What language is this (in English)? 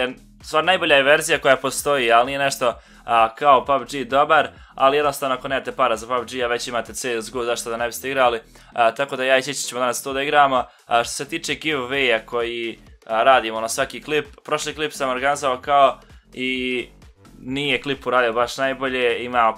Bosnian